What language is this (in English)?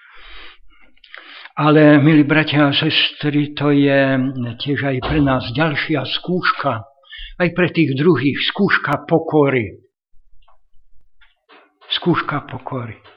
Slovak